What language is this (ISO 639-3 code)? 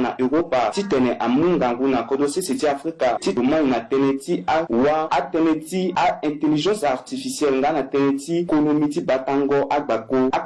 sag